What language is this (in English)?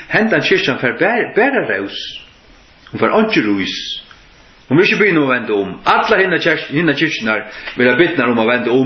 Faroese